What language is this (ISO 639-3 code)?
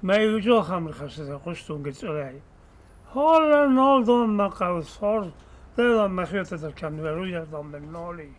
oss